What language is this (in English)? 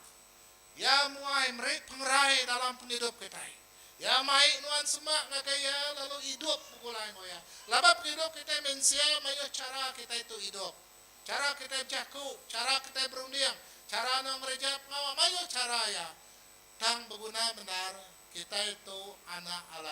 Iban